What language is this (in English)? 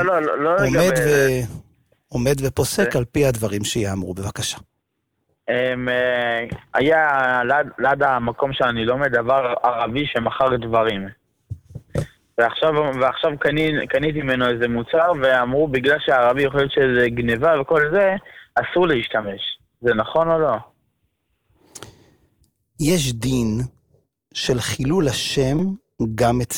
Hebrew